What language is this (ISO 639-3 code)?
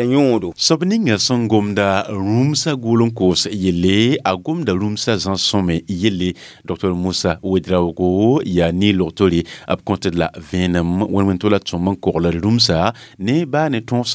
mos